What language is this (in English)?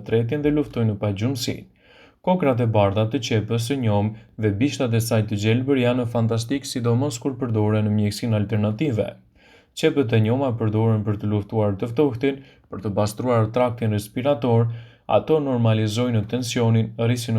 Albanian